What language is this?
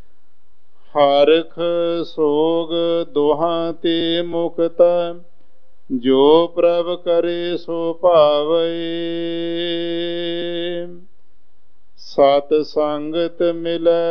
Punjabi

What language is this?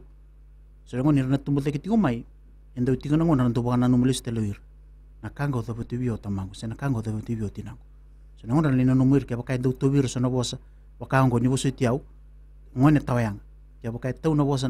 Fijian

